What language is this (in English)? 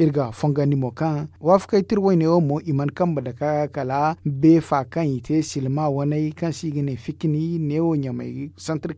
Zarma